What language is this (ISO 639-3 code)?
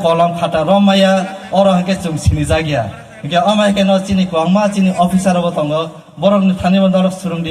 ria